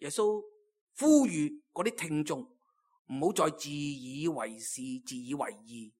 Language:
Cantonese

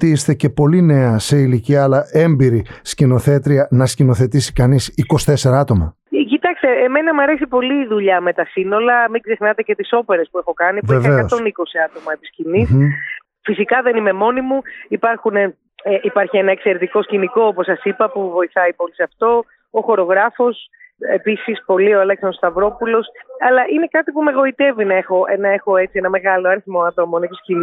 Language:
Greek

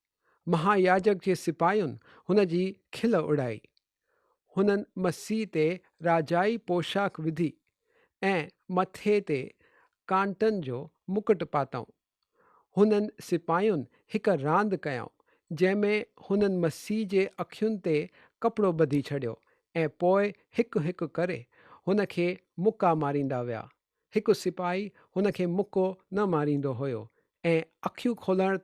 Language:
Sindhi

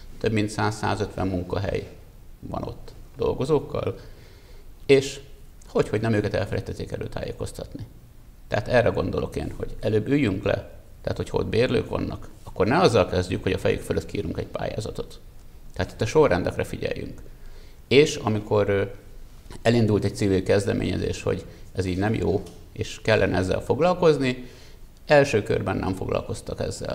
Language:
Hungarian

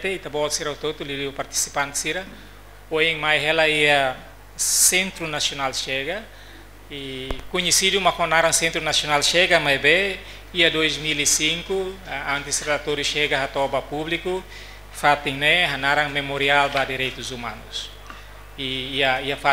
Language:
Tetum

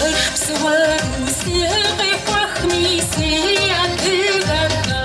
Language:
Kabardian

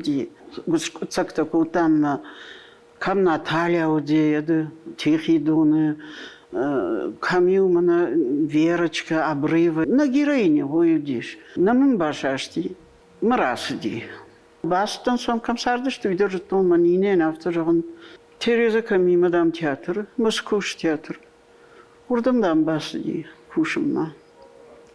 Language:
Ossetic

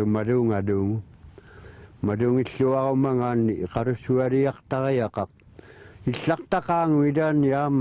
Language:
Kalaallisut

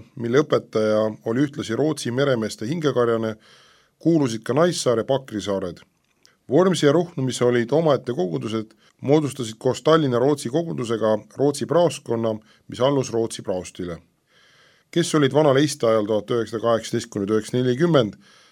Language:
Estonian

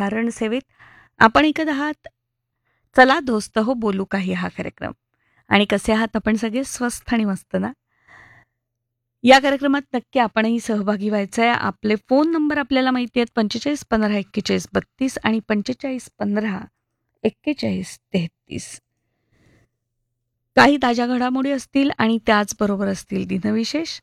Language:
Marathi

